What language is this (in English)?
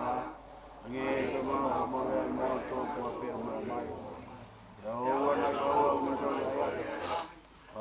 Tongan